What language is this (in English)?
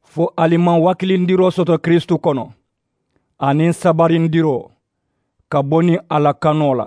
Mandingo